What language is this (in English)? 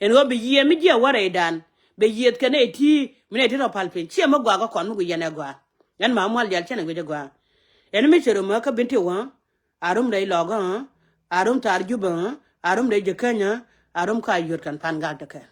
Nuer